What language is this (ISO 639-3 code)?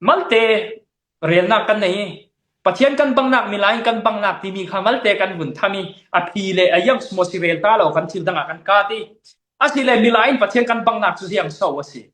cfm